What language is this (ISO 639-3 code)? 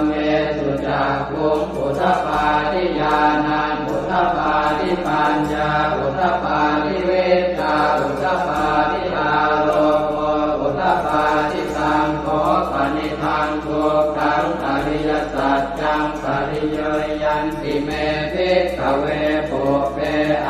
pli